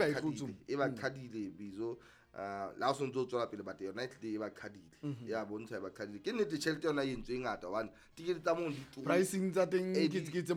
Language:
Southern Sotho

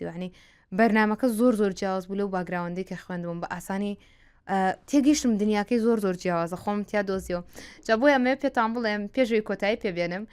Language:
Central Kurdish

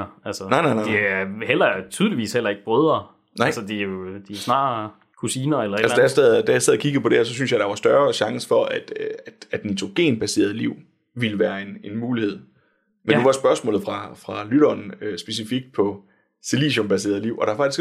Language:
Danish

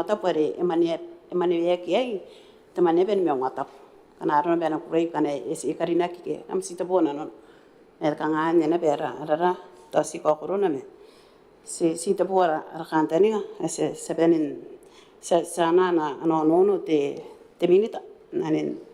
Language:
Gilbertese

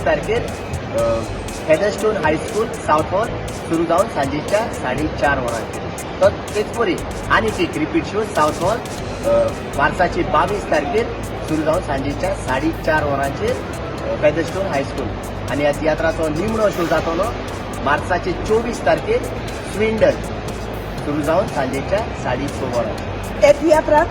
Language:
Konkani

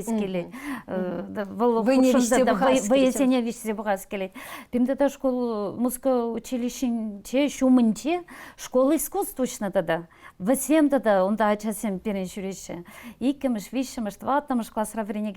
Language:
Chuvash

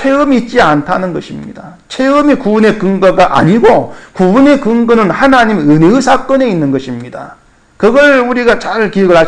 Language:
Korean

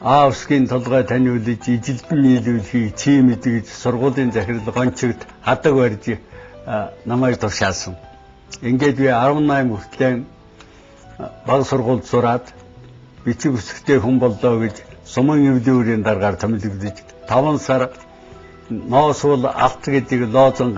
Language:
Mongolian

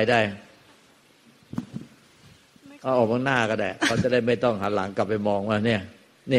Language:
Thai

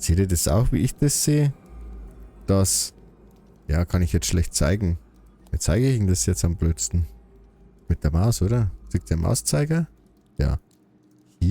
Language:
Bavarian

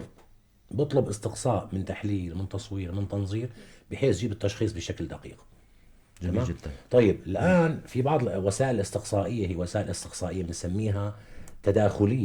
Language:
North Levantine Arabic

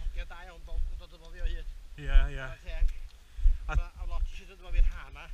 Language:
Welsh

